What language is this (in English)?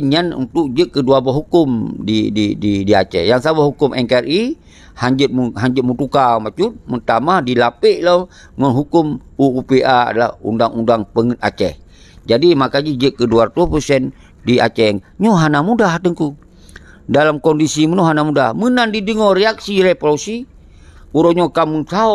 Achinese